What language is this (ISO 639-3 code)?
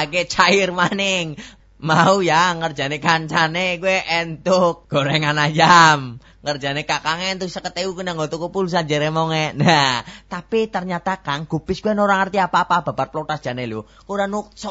jav